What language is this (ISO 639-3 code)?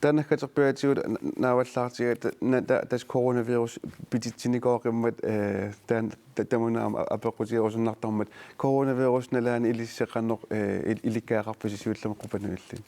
kal